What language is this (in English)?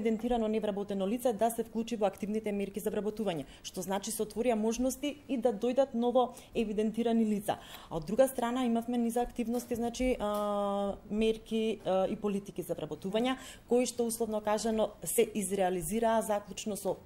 Macedonian